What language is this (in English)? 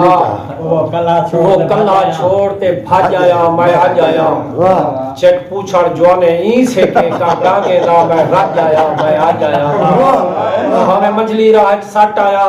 Saraiki